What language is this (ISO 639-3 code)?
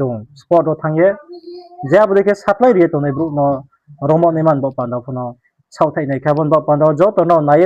ria